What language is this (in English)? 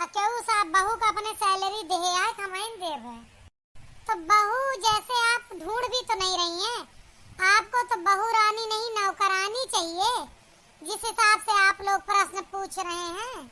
Awadhi